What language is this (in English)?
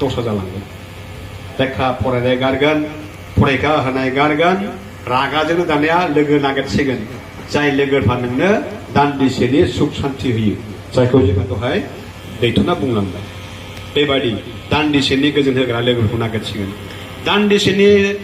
Bodo